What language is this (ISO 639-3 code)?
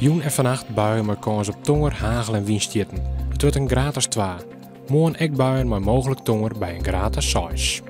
fry